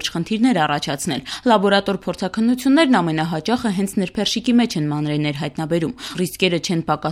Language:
Armenian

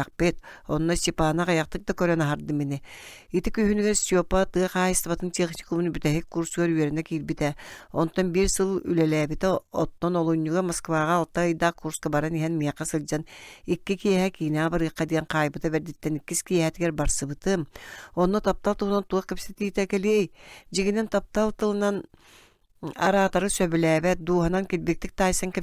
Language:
Yakut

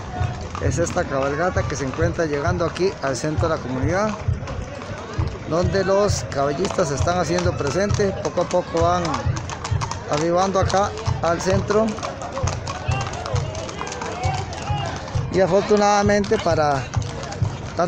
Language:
Spanish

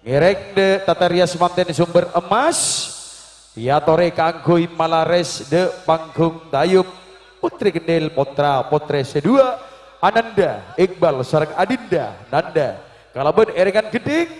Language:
Madurese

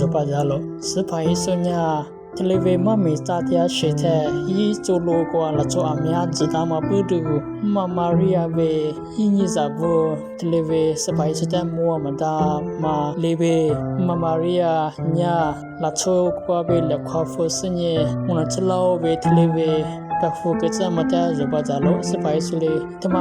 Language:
Lisu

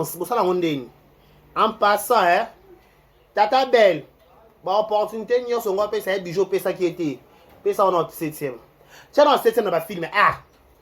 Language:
Lingala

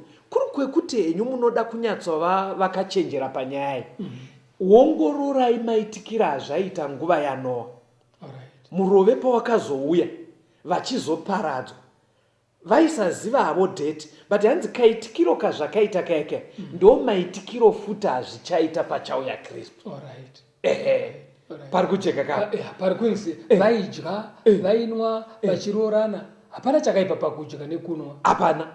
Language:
Shona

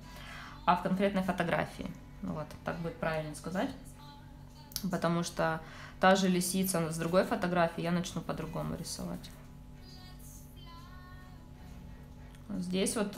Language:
Russian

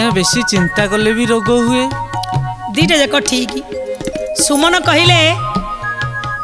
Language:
Odia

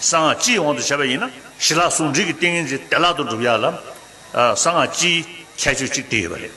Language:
Tibetan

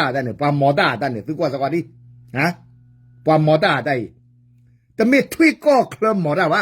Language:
S'gaw Karen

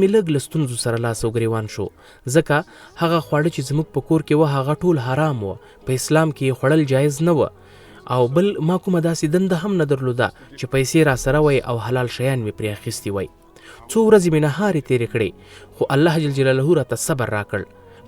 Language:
Pashto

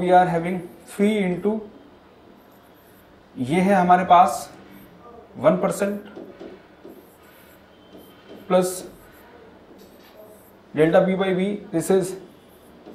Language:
Hindi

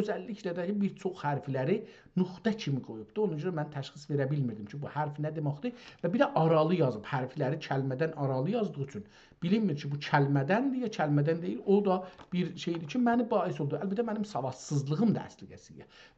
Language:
South Azerbaijani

